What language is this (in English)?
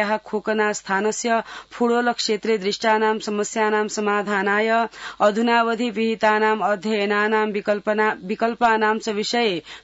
Sanskrit